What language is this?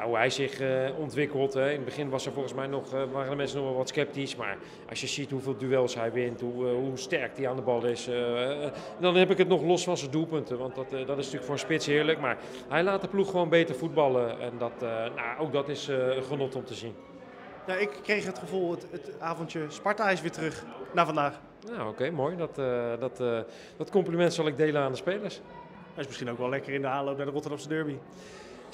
Dutch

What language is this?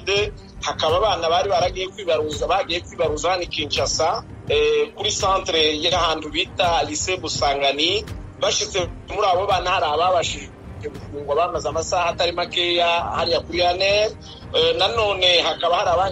Kinyarwanda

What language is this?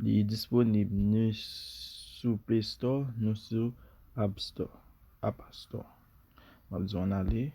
Haitian Creole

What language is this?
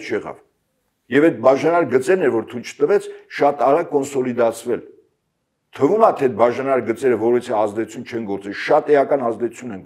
Armenian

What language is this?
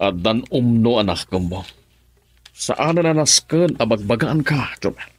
Iloko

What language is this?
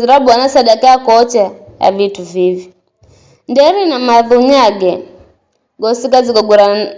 Giryama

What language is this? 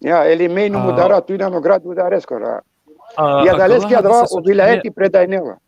Balkan Romani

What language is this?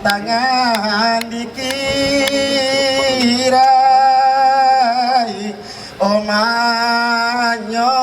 Minangkabau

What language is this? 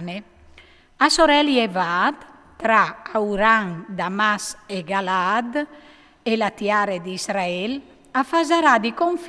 Friulian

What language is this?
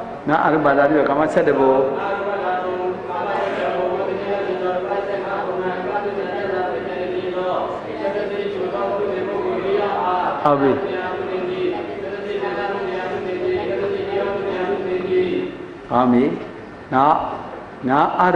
Burmese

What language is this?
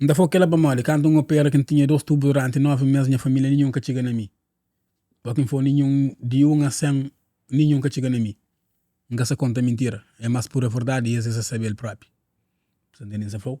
Kabuverdianu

